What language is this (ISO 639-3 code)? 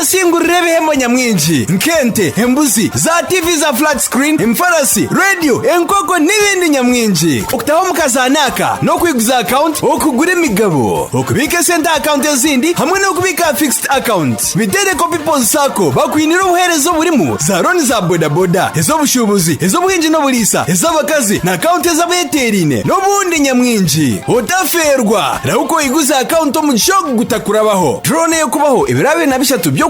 nyn